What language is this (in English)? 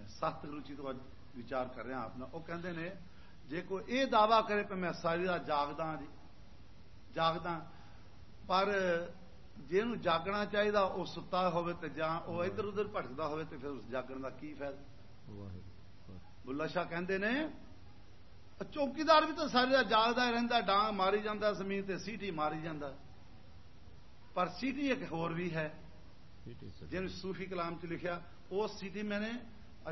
Punjabi